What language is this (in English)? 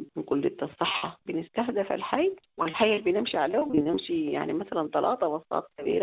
Sudanese Arabic